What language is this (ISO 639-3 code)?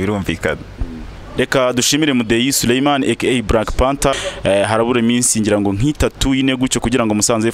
kin